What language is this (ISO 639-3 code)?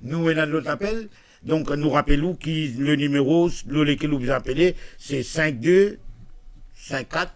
mfe